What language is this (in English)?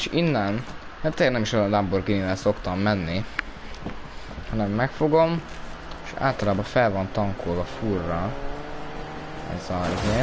Hungarian